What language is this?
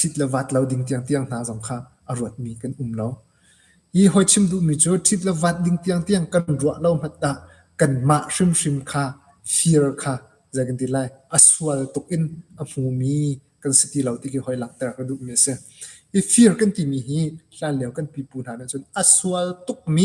Hakha Chin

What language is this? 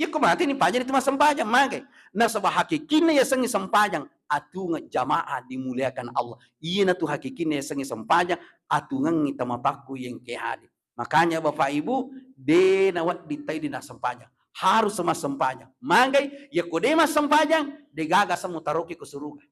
Buginese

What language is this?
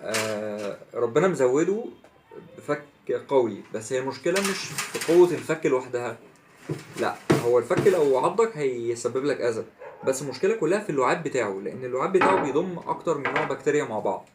Egyptian Arabic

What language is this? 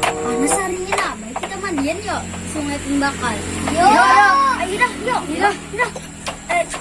Banjar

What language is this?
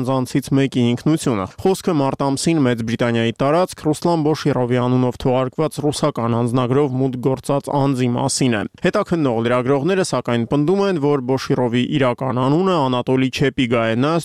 Armenian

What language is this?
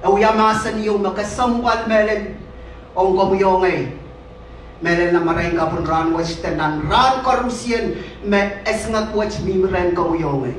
Pohnpeian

